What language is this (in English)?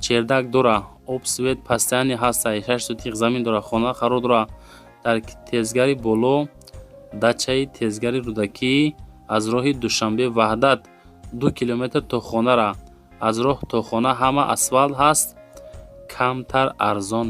Tajik